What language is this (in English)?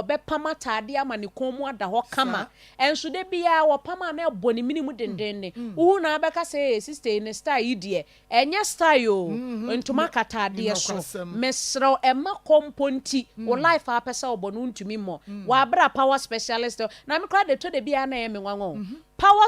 Akan